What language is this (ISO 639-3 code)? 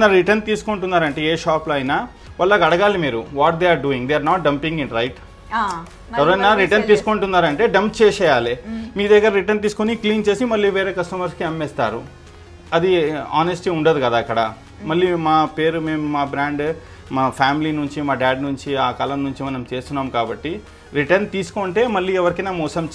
tel